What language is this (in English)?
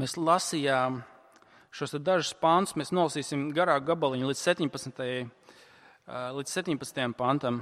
Latvian